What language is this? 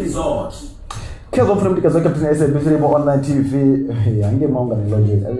Venda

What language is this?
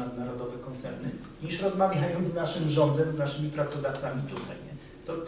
Polish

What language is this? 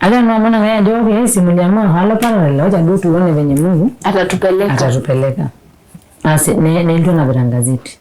Masai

